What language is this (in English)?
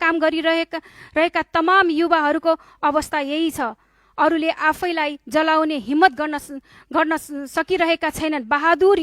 Nepali